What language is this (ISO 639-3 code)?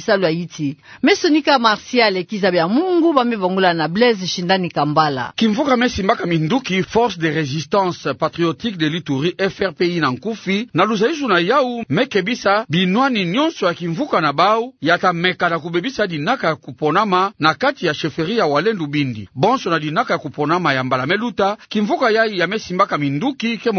ktu